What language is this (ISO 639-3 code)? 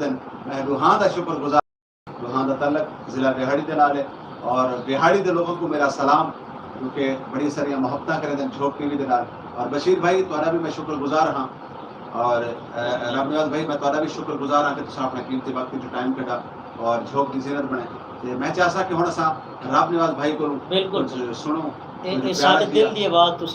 skr